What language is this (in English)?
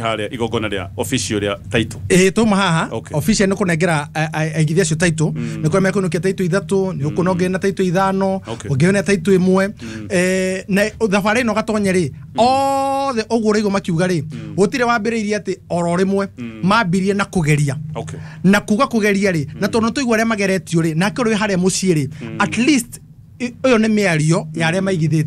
Kikuyu